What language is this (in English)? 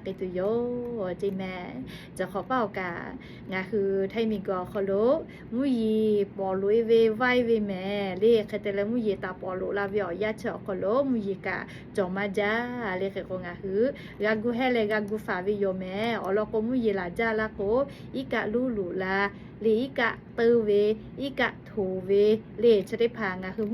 Lahu